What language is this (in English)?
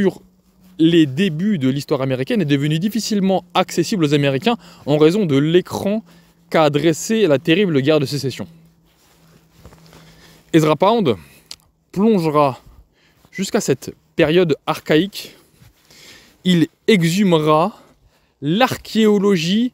French